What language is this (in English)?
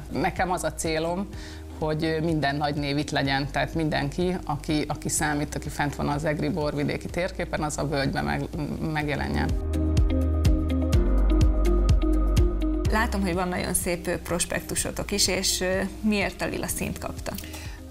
Hungarian